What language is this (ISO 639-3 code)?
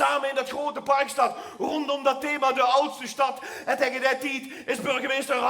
lim